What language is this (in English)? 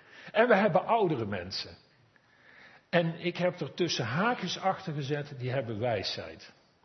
Dutch